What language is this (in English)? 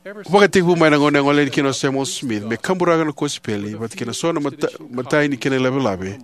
Fijian